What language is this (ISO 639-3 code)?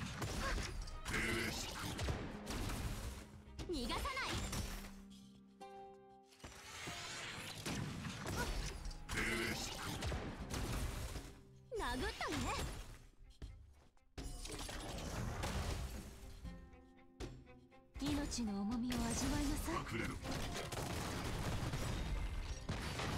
jpn